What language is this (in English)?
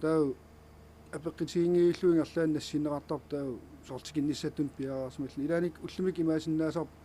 Kalaallisut